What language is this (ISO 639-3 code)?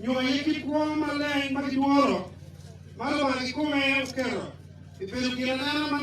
ach